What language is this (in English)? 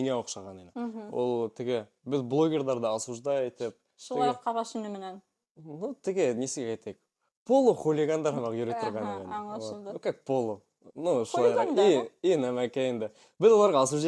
Bashkir